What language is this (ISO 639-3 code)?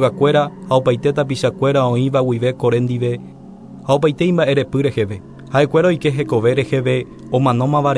grn